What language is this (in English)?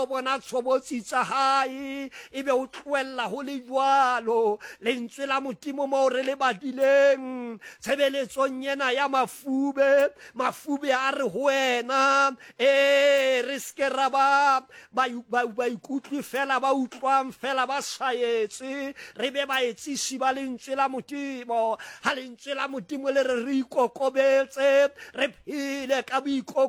Southern Sotho